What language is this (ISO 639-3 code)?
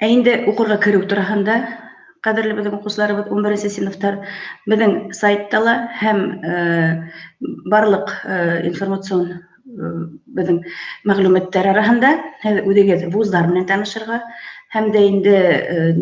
bak